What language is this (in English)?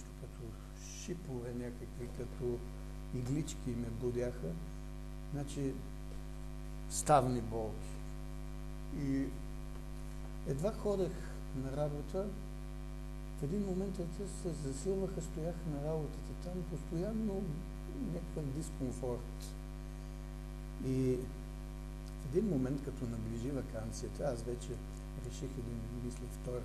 Bulgarian